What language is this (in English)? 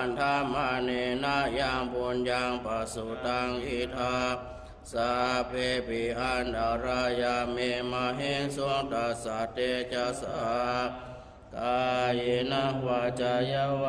Pali